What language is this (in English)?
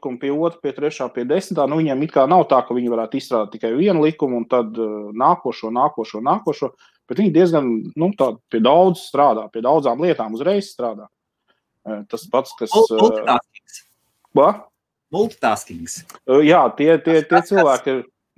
Latvian